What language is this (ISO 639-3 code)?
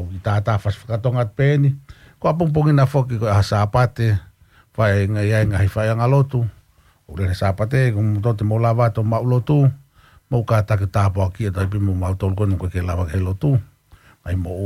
ton